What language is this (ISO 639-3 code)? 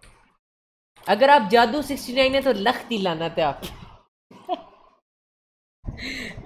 hin